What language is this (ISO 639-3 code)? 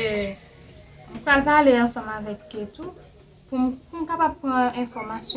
hat